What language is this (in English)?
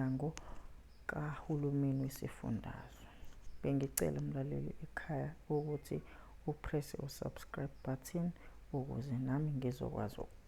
Zulu